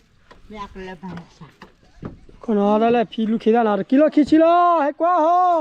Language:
S'gaw Karen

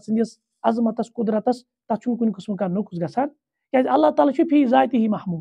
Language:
Kashmiri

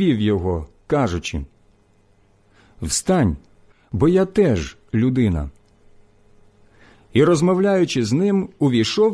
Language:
Ukrainian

